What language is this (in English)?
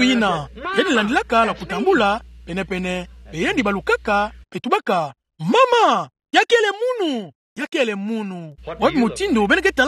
Kituba (Democratic Republic of Congo)